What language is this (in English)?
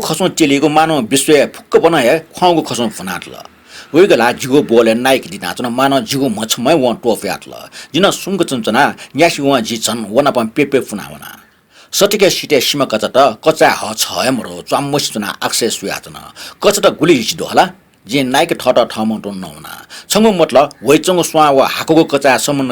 Newari